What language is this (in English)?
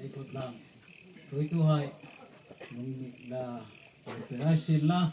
Hmar